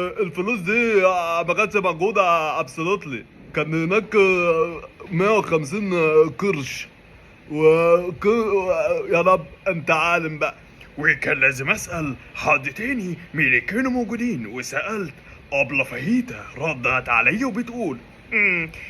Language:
Egyptian Arabic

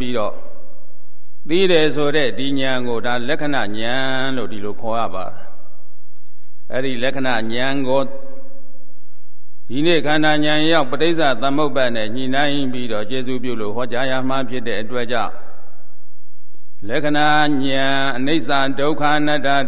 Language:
Burmese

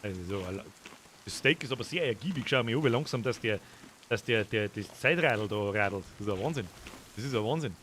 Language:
Bavarian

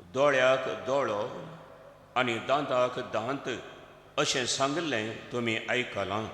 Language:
Konkani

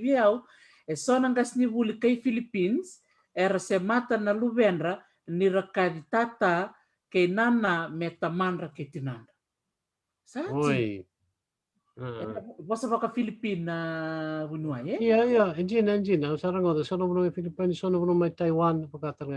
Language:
Fijian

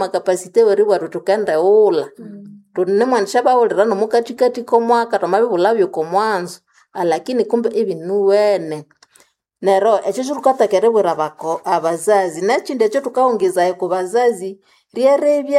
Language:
Nande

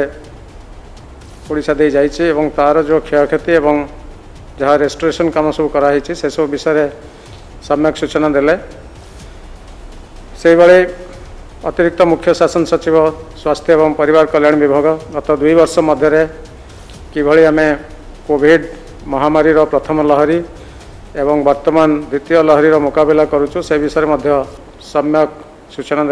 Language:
Odia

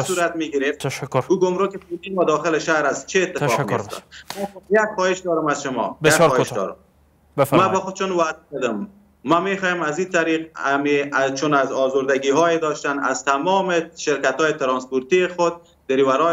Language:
Persian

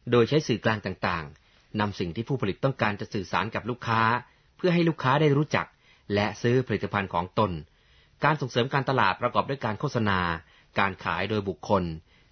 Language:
Thai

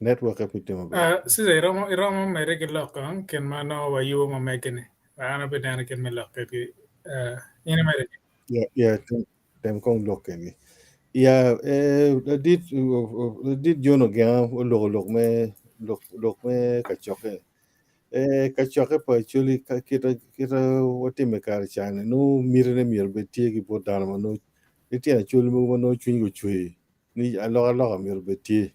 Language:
Acoli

